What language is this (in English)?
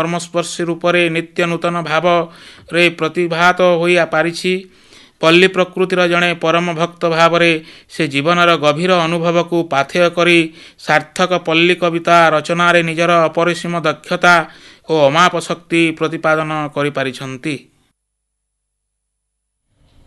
Odia